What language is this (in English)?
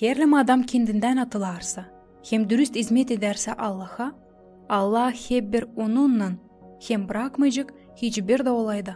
Gagauz